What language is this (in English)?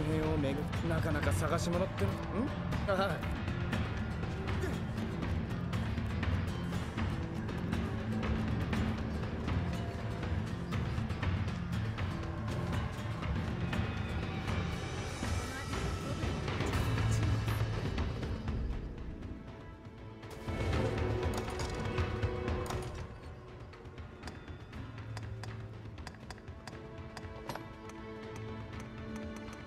Japanese